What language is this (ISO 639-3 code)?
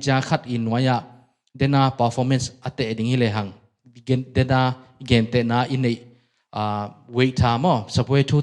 ctd